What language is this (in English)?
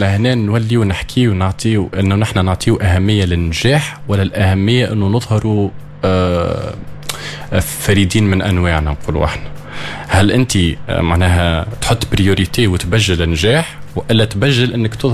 Tunisian Arabic